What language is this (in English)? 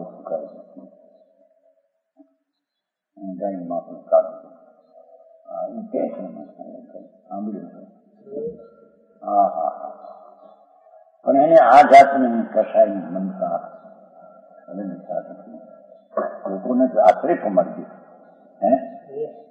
Gujarati